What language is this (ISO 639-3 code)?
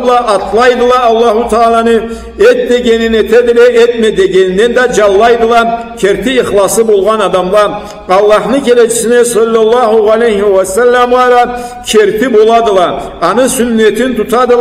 krc